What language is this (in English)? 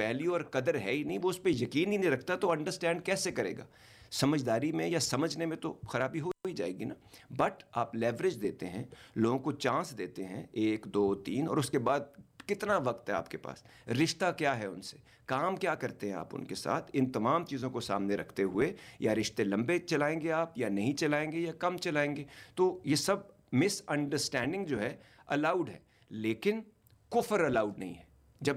Urdu